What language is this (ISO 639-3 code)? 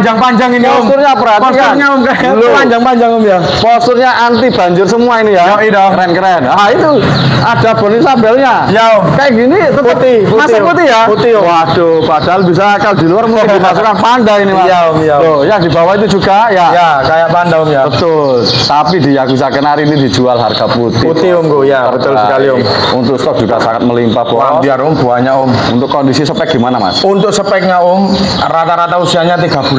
ind